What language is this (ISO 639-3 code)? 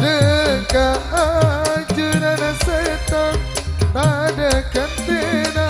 mad